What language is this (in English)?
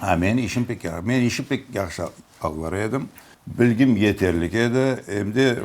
Crimean Tatar